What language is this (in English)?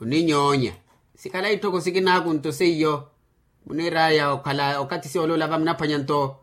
Makhuwa